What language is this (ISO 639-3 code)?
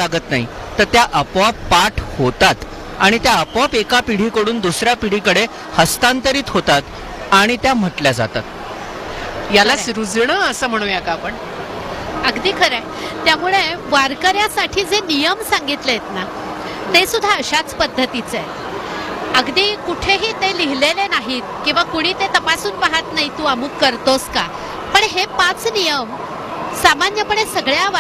mar